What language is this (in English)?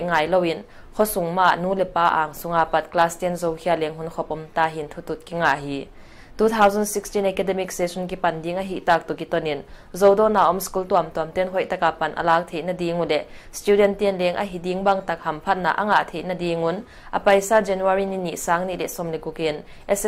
Paite Chin